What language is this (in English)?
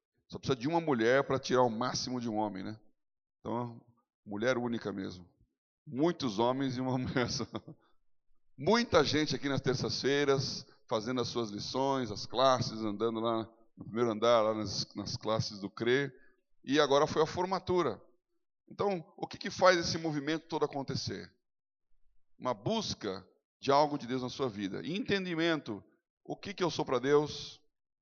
Portuguese